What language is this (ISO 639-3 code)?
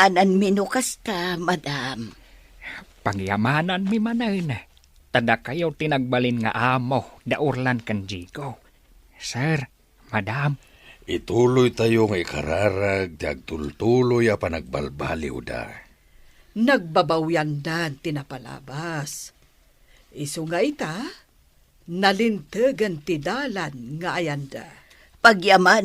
ilo